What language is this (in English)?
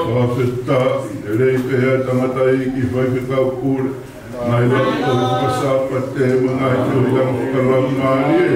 Tongan